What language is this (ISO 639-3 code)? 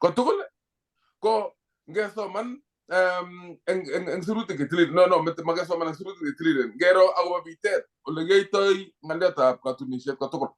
kln